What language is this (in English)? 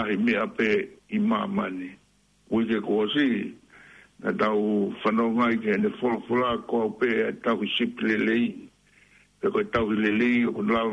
Tongan